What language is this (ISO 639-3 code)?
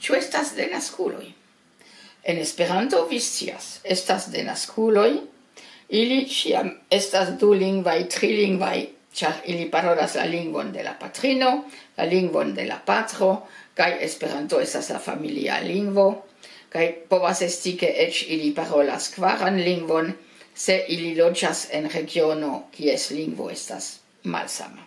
epo